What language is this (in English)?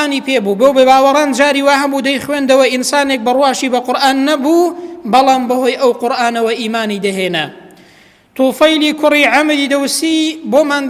Central Kurdish